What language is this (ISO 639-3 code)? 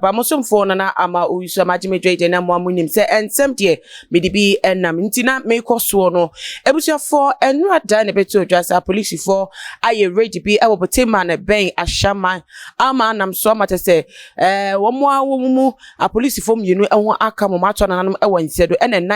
aka